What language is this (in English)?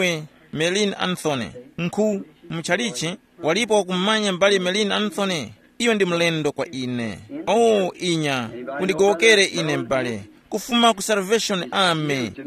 Tumbuka